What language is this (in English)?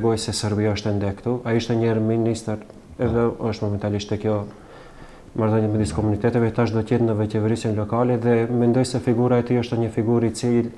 Albanian